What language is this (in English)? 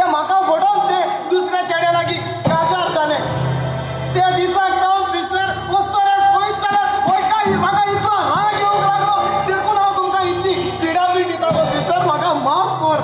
Konkani